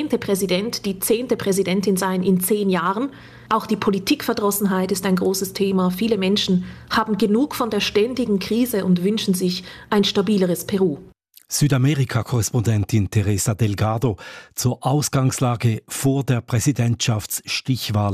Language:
German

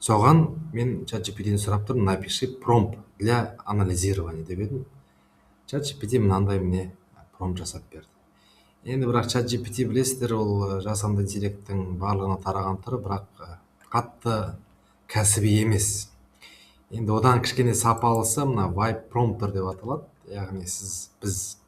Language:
Kazakh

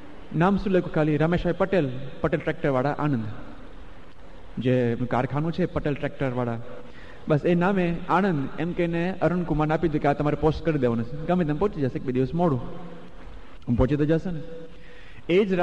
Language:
Gujarati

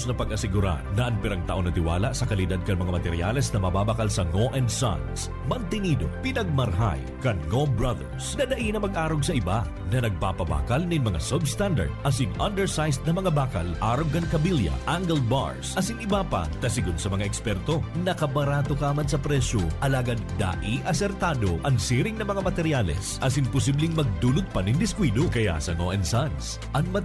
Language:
Bikol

